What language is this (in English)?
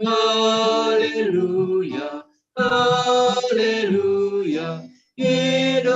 Batak Simalungun